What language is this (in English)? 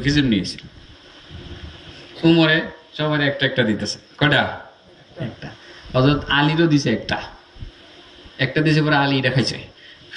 Bangla